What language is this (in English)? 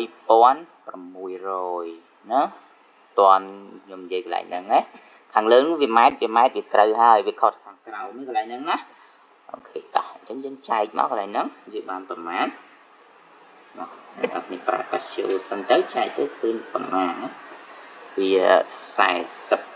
Khmer